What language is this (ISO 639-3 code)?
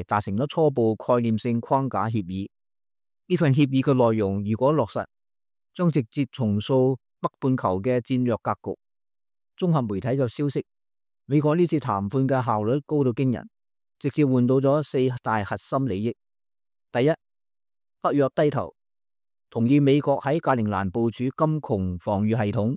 yue